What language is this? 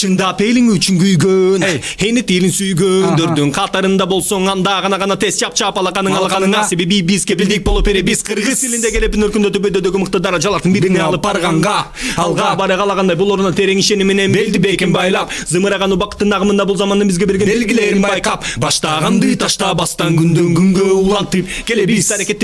Kyrgyz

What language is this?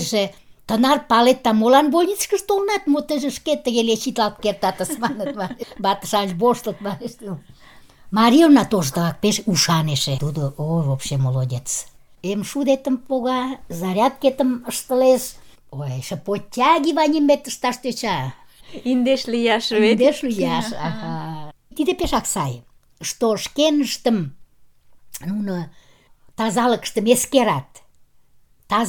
Mari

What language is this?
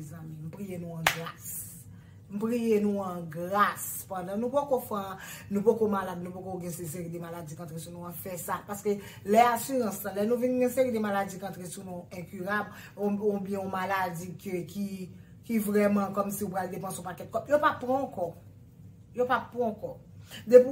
Haitian Creole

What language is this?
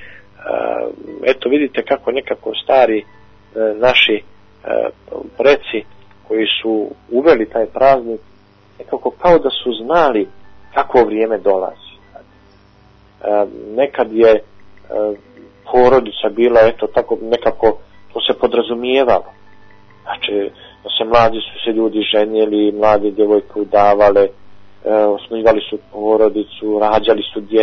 Bosnian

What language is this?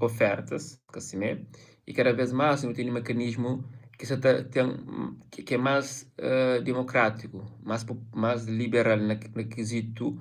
Kabuverdianu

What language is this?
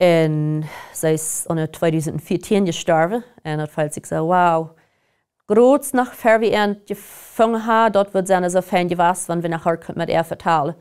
Plautdietsch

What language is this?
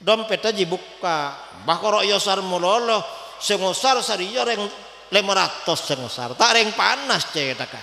Madurese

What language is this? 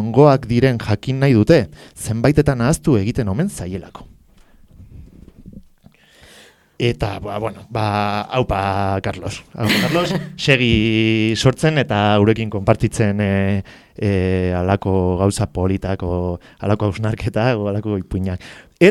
Basque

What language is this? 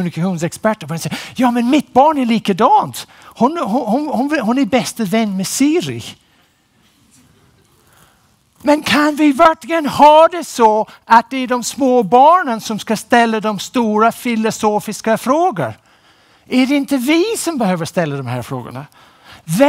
Swedish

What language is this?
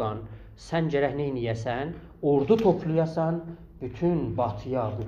South Azerbaijani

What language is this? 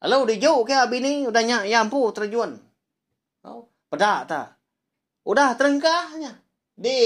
Iban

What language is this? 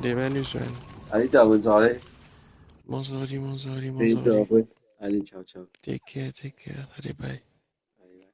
Morisyen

